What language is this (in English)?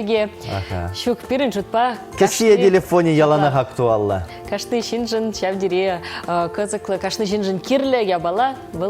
Chuvash